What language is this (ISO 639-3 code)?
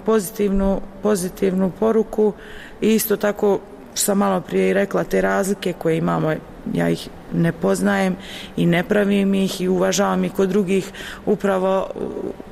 bos